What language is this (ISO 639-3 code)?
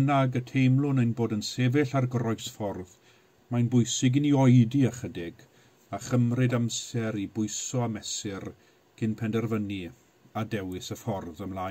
cym